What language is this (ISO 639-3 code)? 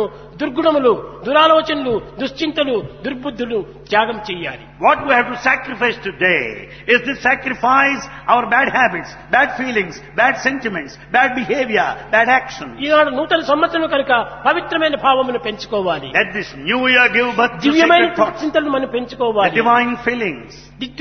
tel